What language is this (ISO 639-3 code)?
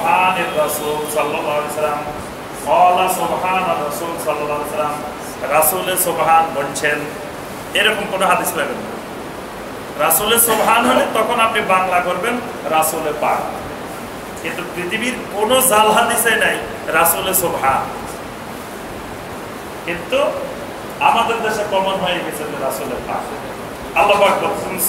ben